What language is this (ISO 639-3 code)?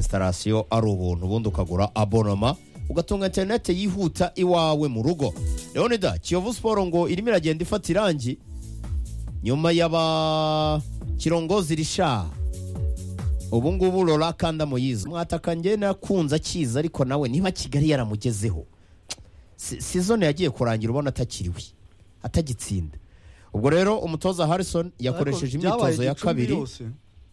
kin